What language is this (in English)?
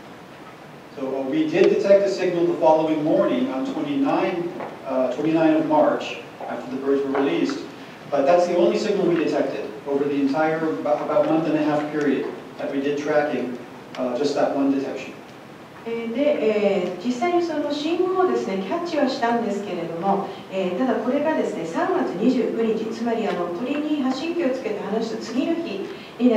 Japanese